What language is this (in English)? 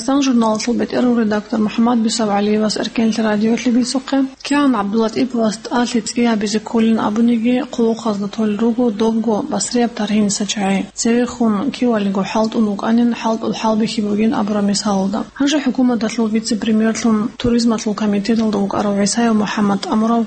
Avaric